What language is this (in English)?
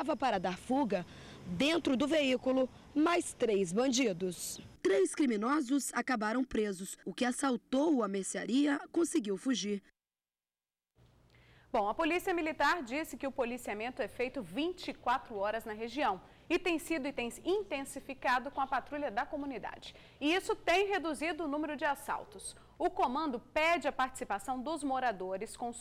Portuguese